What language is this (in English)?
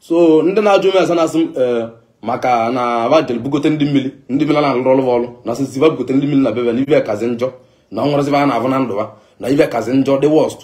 Igbo